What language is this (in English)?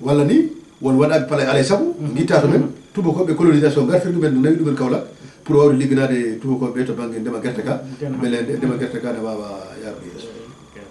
Fula